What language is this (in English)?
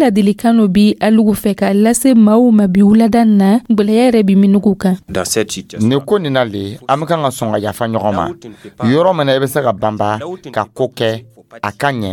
Dyula